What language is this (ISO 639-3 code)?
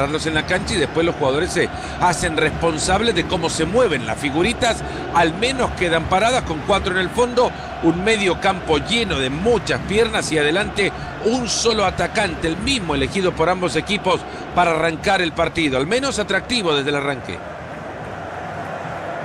spa